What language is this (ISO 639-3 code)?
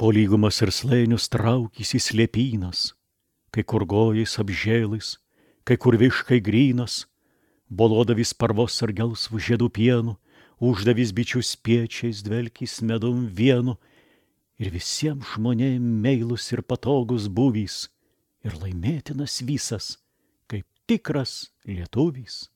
lit